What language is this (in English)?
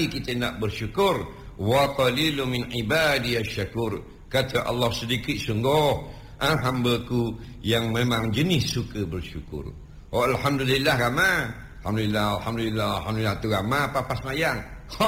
Malay